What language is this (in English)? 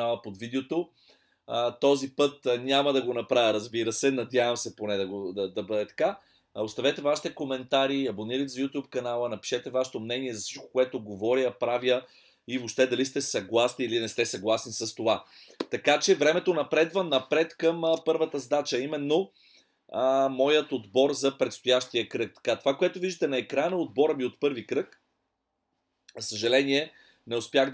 Bulgarian